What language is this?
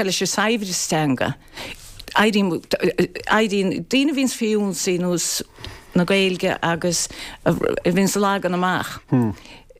Irish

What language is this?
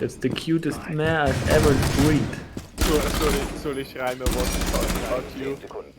Bavarian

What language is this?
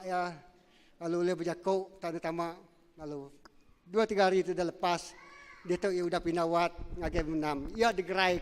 Iban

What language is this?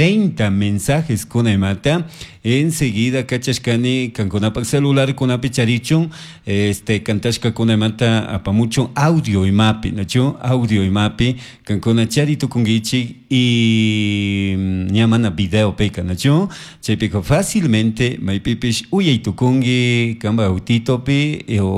Chimborazo Highland Quichua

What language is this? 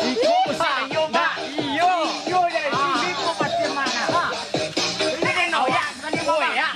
Minangkabau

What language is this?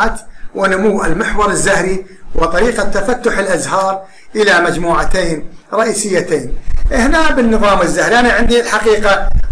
Arabic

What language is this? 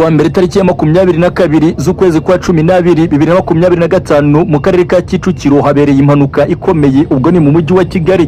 Kinyarwanda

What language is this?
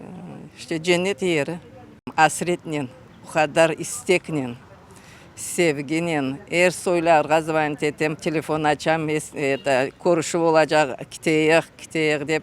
Crimean Tatar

